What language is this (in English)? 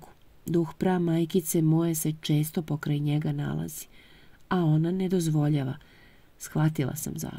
Serbian